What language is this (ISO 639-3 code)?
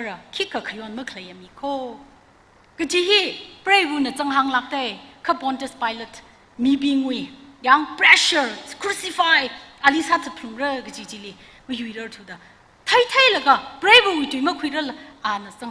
nmf